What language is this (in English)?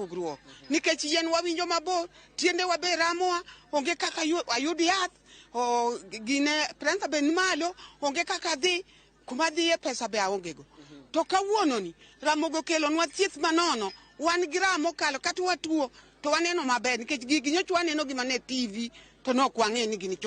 Luo (Kenya and Tanzania)